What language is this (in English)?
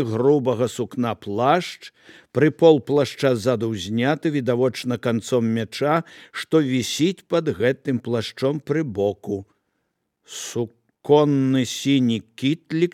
Belarusian